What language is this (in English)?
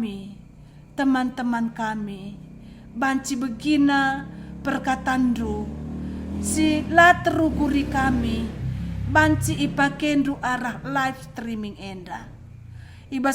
Batak Karo